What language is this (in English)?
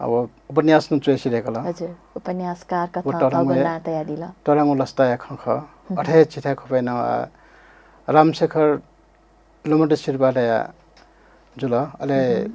Newari